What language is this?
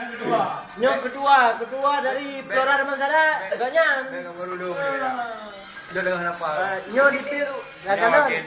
Achinese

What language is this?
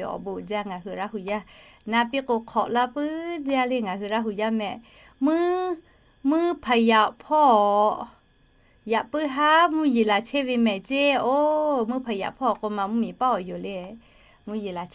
Lahu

